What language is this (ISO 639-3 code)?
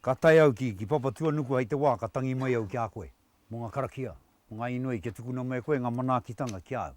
mri